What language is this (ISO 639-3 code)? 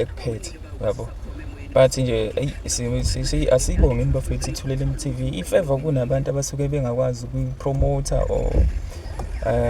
zul